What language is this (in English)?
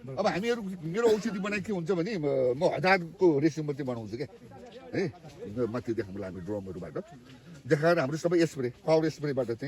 Nepali